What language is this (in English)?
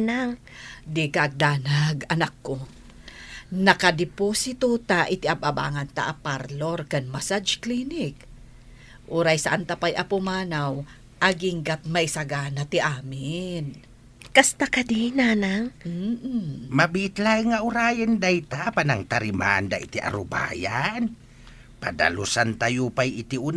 Iloko